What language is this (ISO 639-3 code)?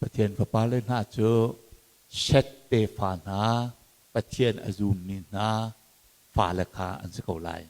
cnh